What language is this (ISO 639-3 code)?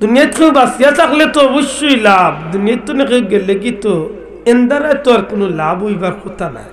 syl